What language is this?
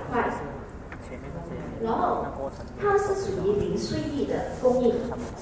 Chinese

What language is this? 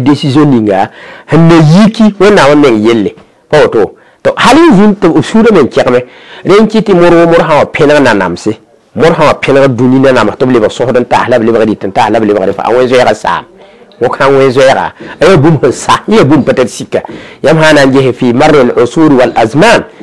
Mossi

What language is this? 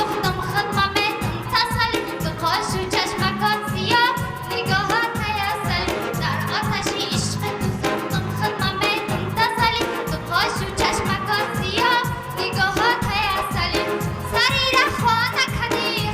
Tajik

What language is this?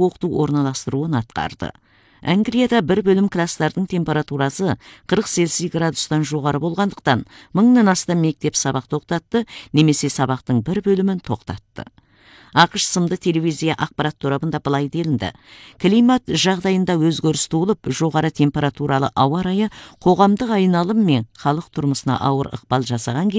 Kazakh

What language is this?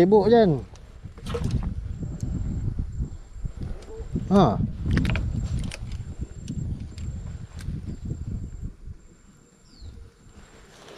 Malay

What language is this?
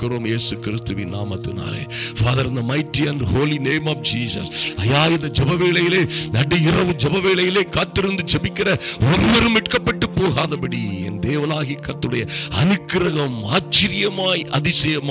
Tamil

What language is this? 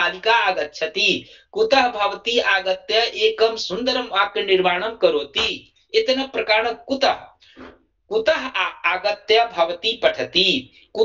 Sanskrit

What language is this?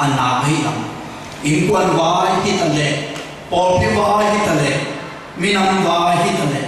Tedim Chin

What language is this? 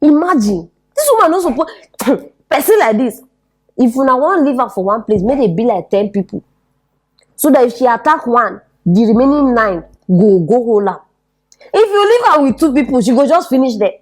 Nigerian Pidgin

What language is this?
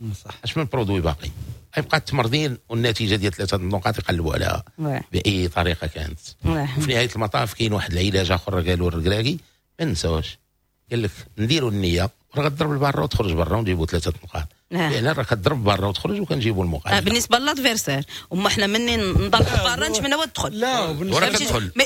Moroccan Arabic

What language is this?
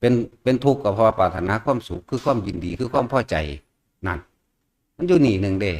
Northeastern Thai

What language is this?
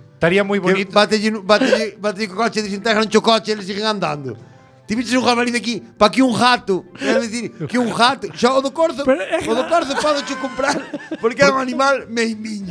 Galician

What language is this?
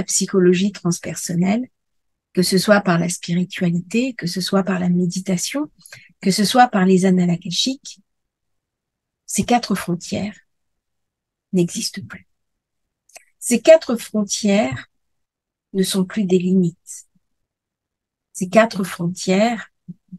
French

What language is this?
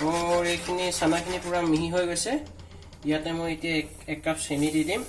Assamese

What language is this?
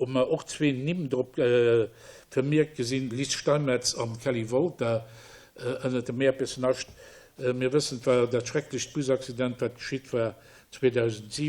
Luxembourgish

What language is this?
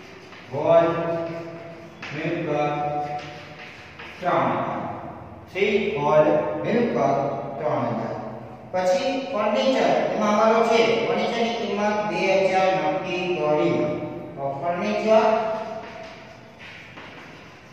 Gujarati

